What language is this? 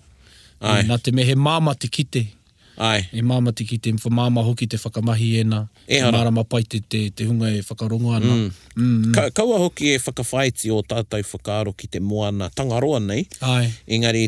Māori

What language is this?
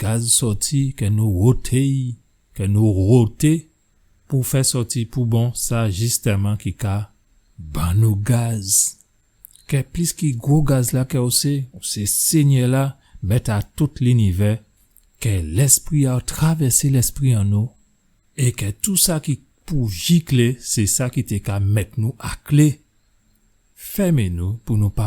Guadeloupean Creole French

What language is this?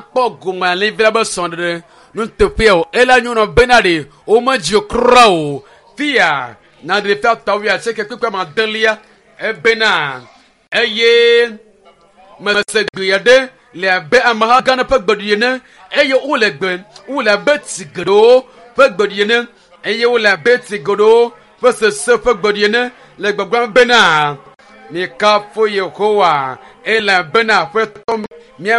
Ewe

